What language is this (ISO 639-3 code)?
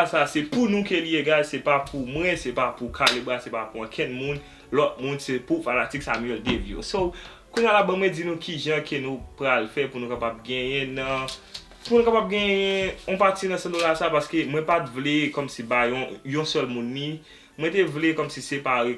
hat